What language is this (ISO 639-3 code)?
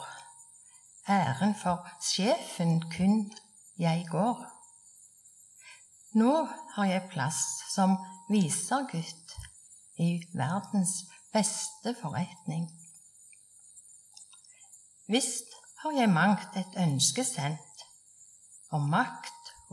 nor